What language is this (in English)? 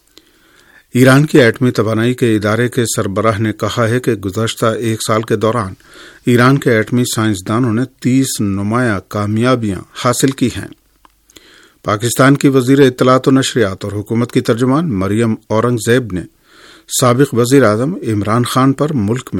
Urdu